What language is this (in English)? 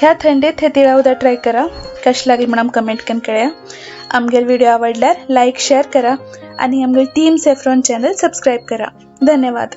Konkani